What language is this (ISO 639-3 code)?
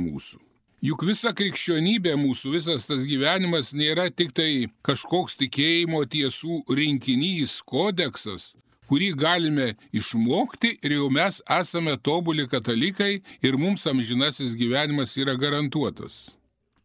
lit